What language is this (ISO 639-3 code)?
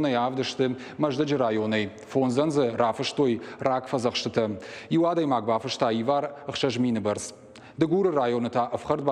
oss